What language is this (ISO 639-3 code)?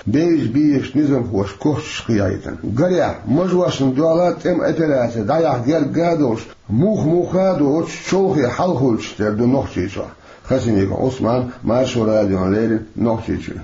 che